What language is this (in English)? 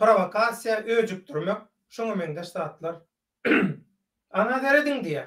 Turkmen